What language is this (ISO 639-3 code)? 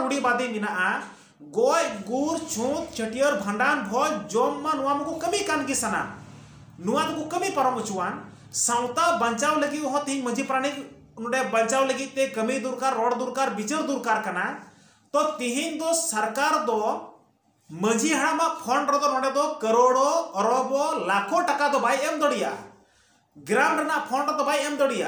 sat